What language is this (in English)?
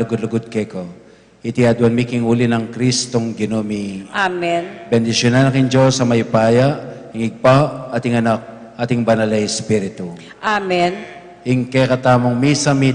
Pampanga